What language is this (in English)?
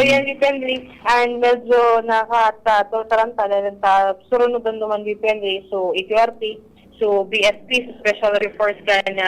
Bikol